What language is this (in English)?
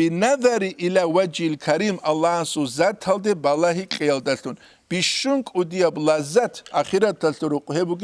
Avaric